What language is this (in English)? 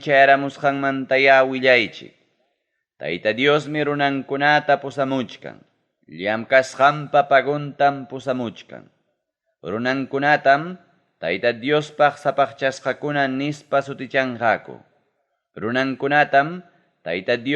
Ayacucho Quechua